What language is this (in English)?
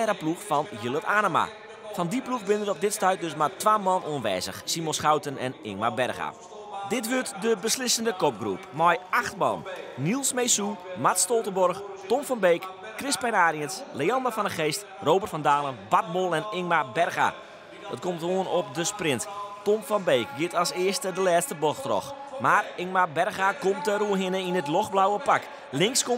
Western Frisian